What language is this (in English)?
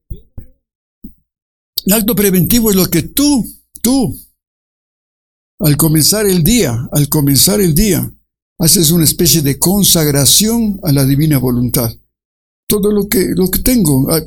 Spanish